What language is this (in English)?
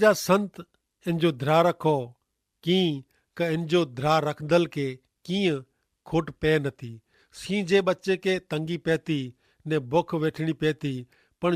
Kachhi